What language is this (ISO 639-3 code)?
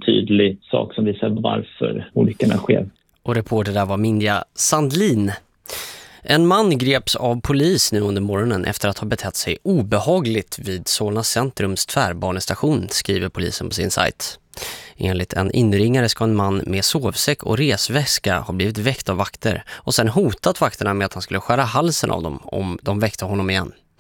swe